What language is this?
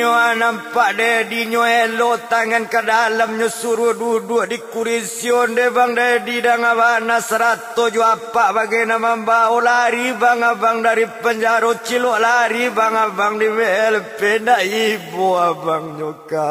Minangkabau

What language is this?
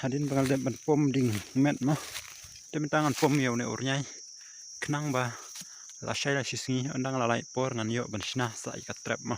Khasi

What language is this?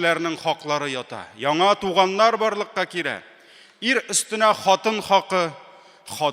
Tatar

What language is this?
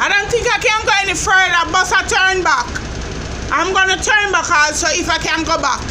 Jamaican Creole English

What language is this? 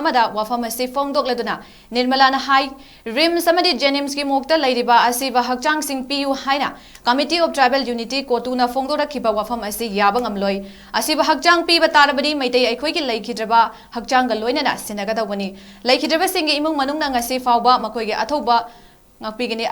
Manipuri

